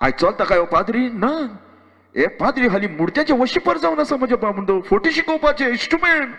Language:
Konkani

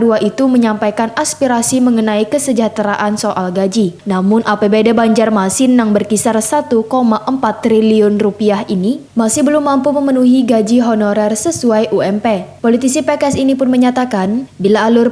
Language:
Banjar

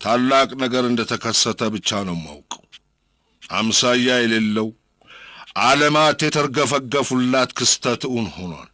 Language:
Amharic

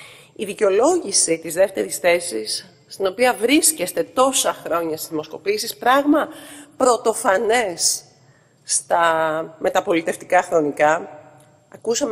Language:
Greek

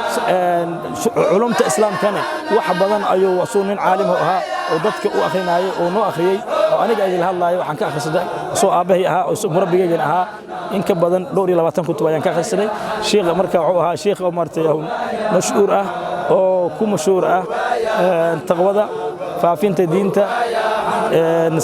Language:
Somali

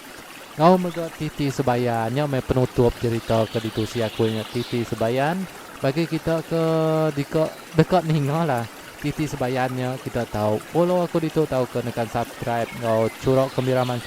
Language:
Iban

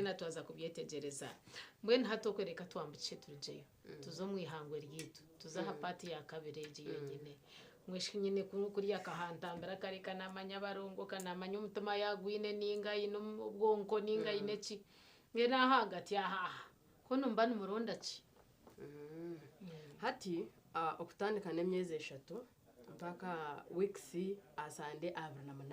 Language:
Nyankole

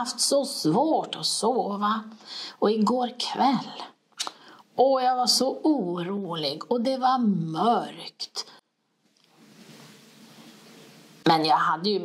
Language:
Swedish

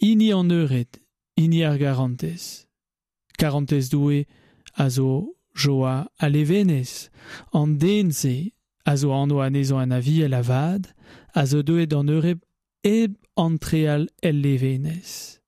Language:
Breton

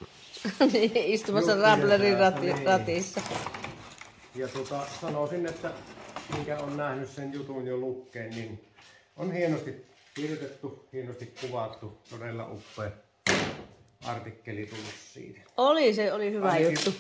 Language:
Finnish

